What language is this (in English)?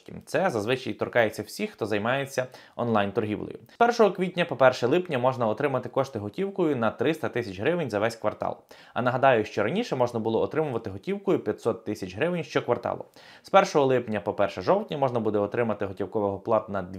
Ukrainian